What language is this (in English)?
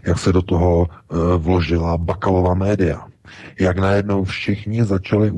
Czech